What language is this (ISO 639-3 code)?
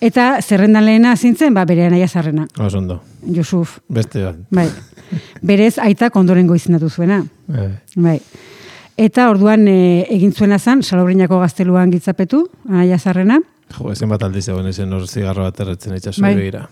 eus